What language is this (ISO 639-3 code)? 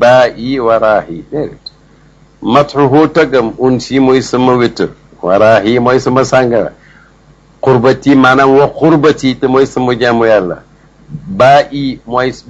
wol